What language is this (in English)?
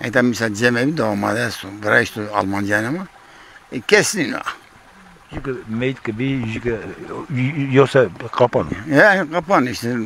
Zaza